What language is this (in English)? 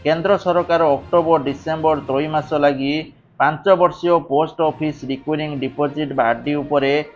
Odia